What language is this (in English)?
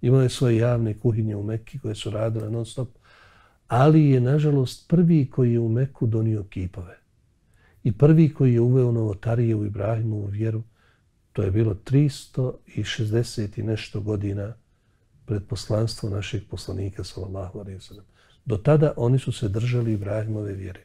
Bosnian